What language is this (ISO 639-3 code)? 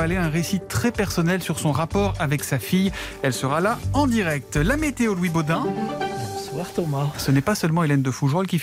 fra